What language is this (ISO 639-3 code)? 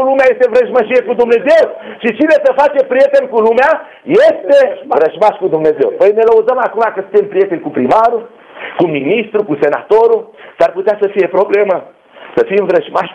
ron